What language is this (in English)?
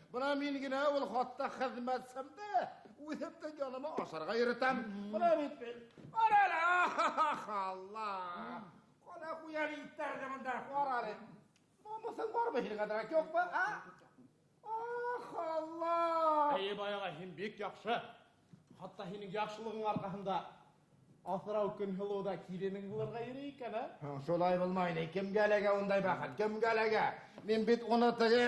Bashkir